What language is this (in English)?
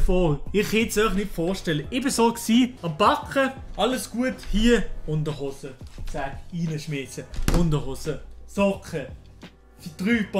Swiss German